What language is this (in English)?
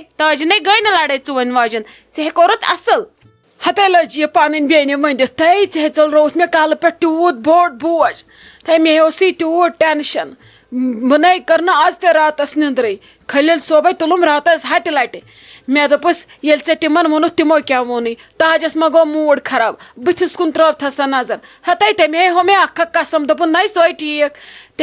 Kashmiri